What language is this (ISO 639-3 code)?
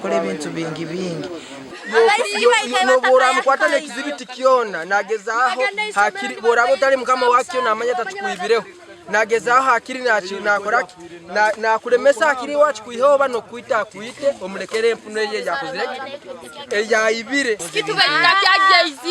nyn